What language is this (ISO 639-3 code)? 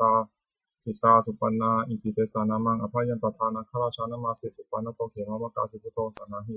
pli